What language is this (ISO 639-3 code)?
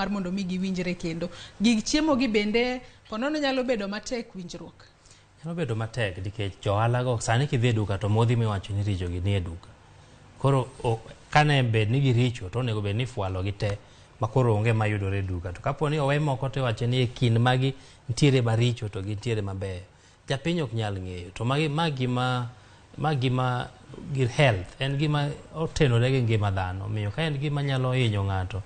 luo